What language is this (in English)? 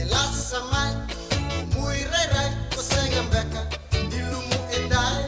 Fijian